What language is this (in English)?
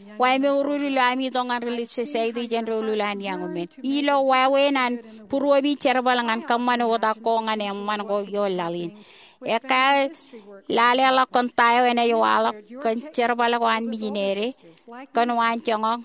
Marshallese